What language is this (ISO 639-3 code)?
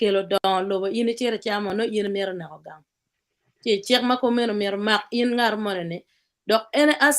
ach